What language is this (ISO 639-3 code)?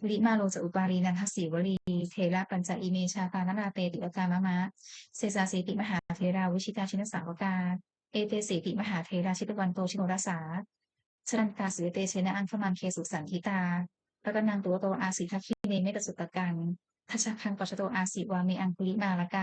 pli